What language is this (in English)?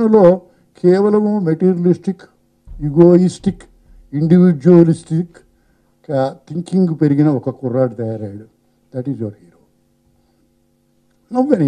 Telugu